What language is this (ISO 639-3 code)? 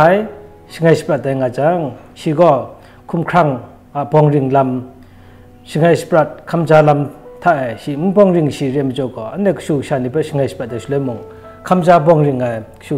kac